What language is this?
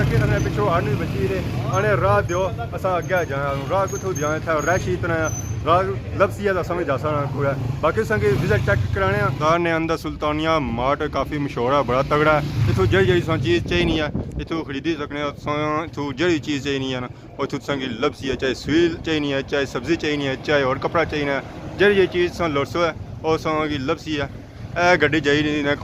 Pahari-Potwari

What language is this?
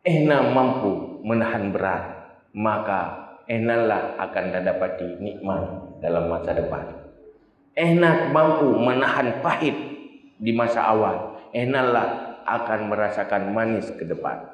Achinese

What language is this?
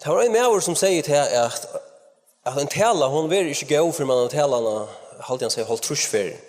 Faroese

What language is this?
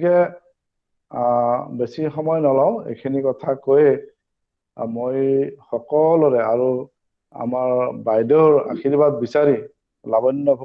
Assamese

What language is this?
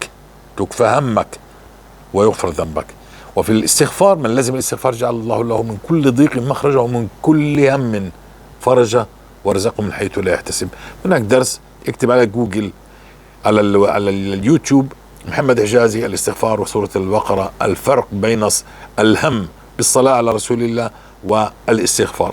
North Levantine Arabic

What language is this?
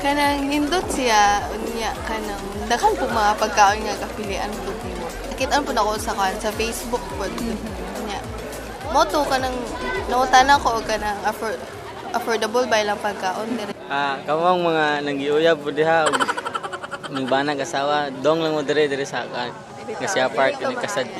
Cebuano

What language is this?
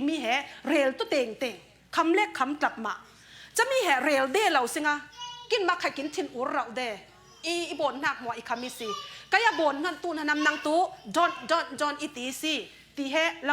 Falam Chin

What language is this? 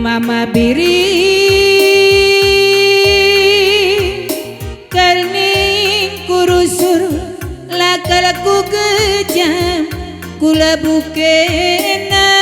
Batak Karo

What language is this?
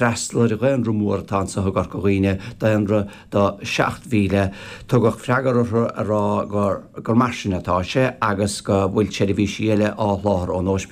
Irish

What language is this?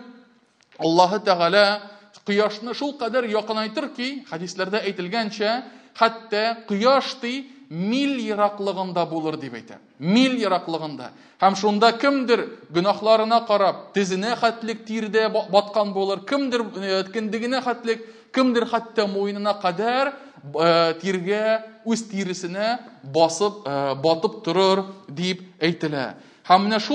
Tatar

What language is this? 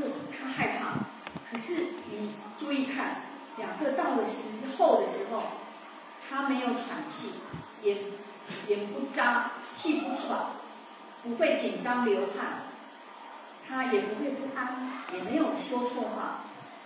Chinese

